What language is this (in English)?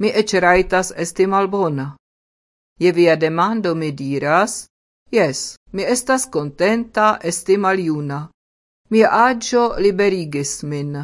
Esperanto